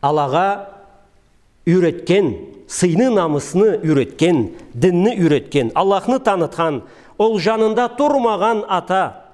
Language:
Karachay-Balkar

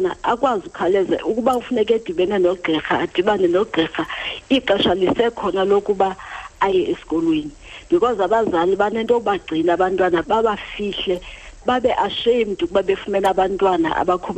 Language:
Xhosa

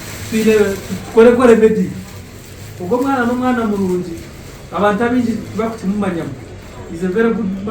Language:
Nyankole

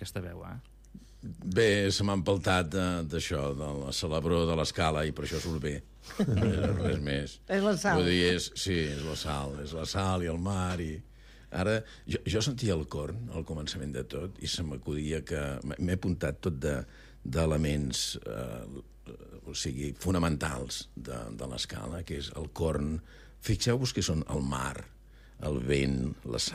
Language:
Catalan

